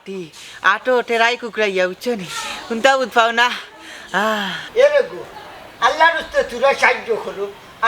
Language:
Sylheti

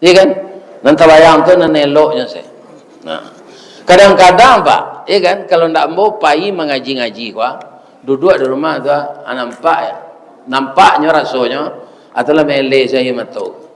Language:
Minangkabau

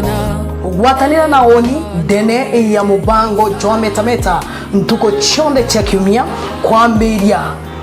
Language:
Meru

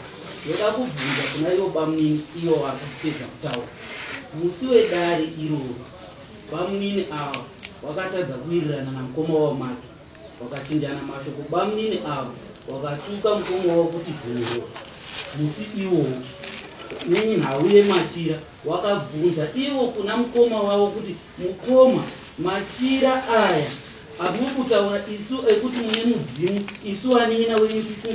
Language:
Shona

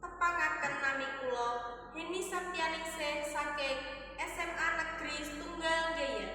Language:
Javanese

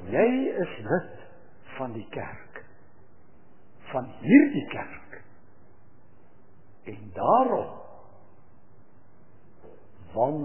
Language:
Afrikaans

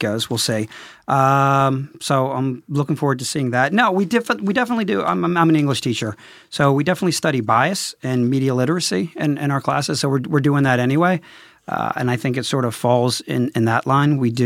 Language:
English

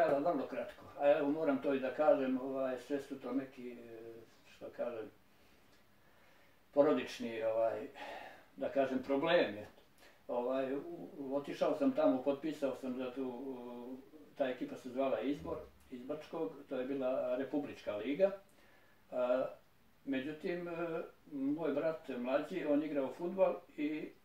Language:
Bosnian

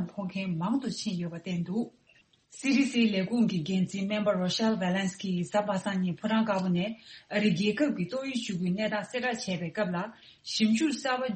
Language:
Tibetan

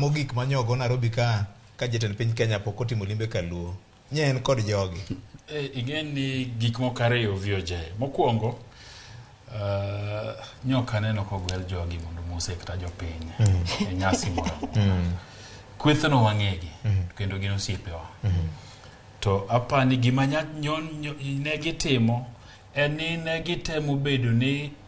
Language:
Luo (Kenya and Tanzania)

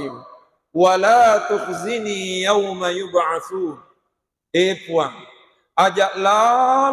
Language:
Buginese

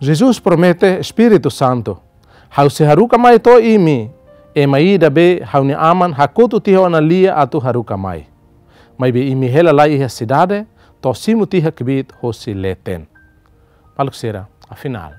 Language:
Tetum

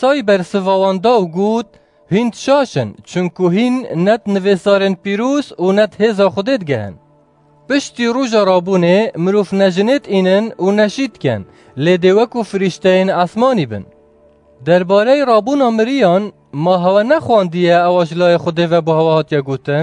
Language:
Kurdish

